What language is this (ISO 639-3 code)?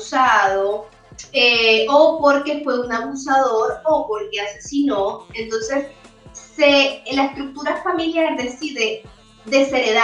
spa